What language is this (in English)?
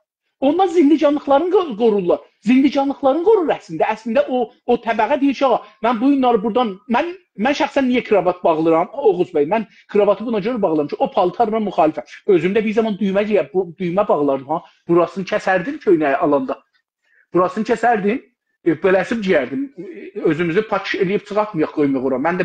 South Azerbaijani